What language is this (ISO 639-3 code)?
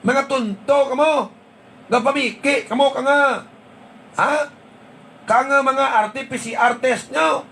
hil